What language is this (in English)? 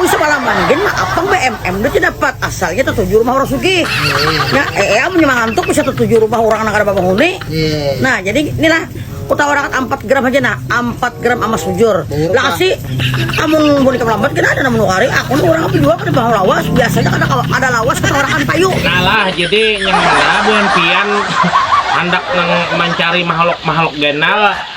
Banjar